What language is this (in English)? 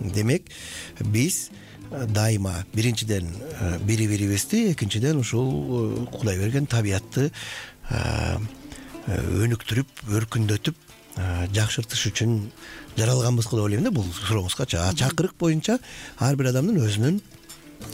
Kyrgyz